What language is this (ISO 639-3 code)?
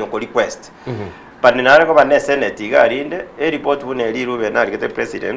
guz